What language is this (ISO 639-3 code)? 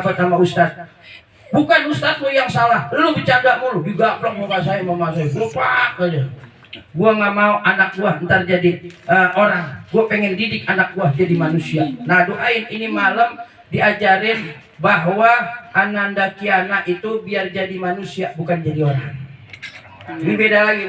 bew